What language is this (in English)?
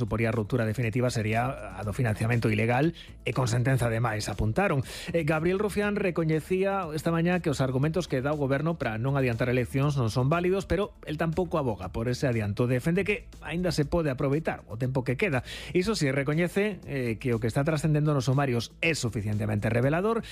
Galician